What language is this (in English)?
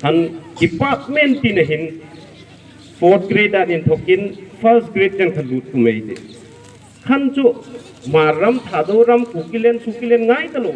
Hmar